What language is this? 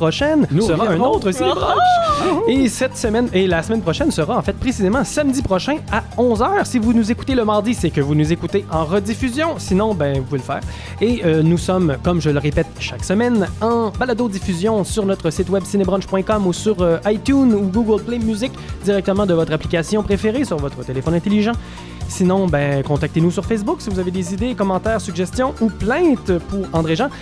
French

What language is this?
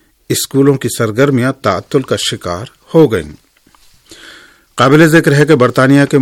Urdu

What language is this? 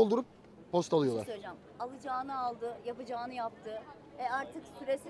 Turkish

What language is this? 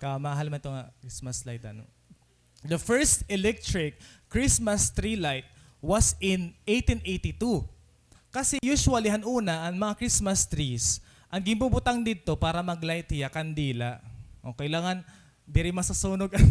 Waray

